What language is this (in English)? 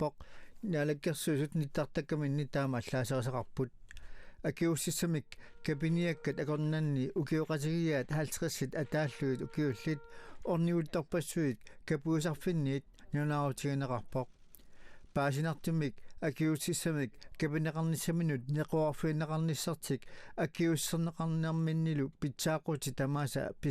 Kalaallisut